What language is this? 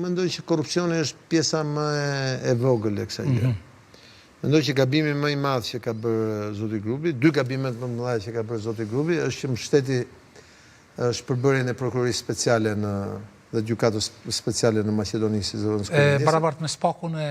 Albanian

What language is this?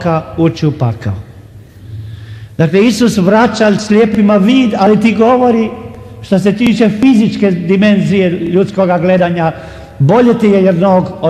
Croatian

